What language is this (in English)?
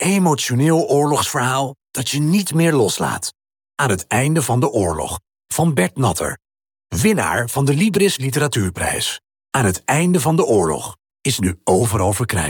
Dutch